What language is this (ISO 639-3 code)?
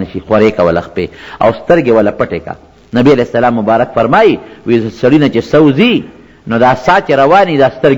pus